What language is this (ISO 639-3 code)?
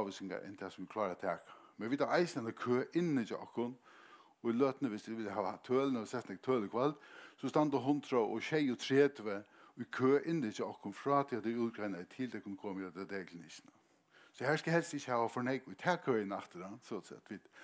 fao